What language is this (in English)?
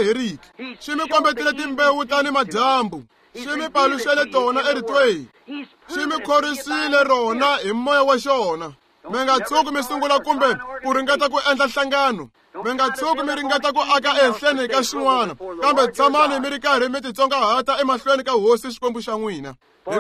Tsonga